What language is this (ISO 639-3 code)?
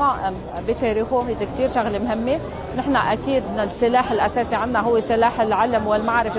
apc